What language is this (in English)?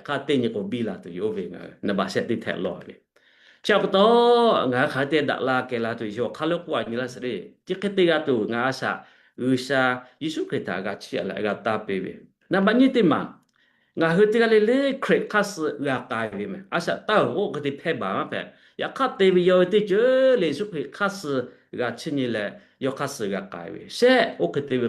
Lahu